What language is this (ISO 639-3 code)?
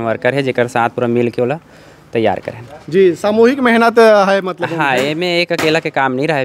hne